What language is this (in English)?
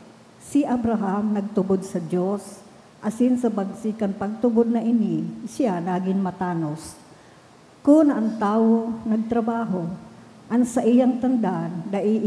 Bikol